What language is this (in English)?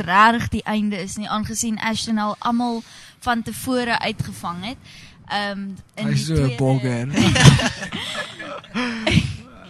Afrikaans